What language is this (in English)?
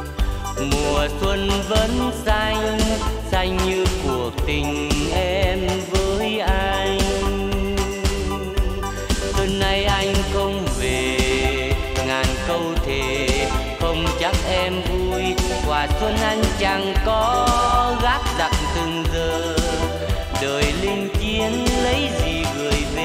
Vietnamese